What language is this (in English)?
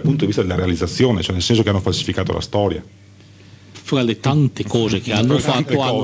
Italian